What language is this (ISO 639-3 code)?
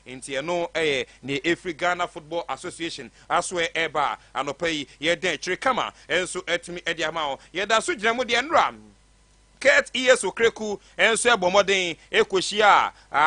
aka